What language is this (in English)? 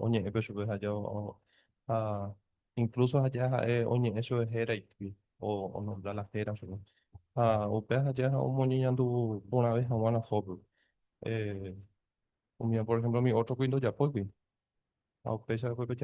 Guarani